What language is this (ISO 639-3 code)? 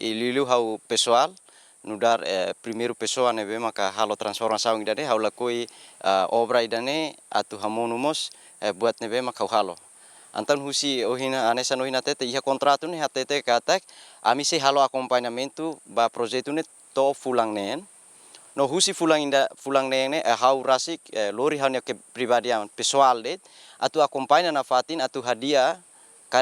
tet